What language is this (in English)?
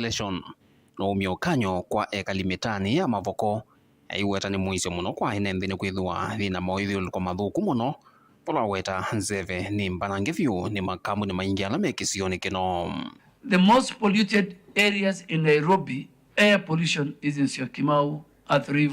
Kamba